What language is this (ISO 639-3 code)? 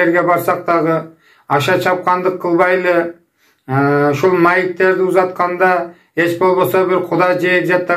kir